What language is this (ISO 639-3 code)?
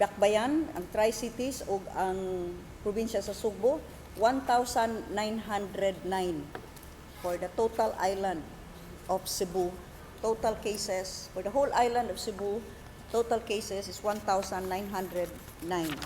ceb